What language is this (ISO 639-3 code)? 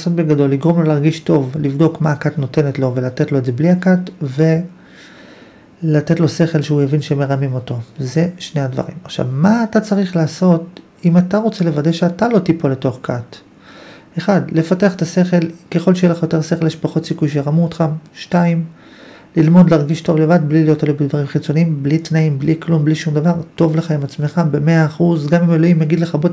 heb